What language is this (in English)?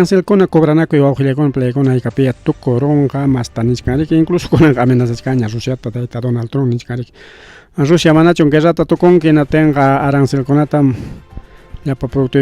Ayacucho Quechua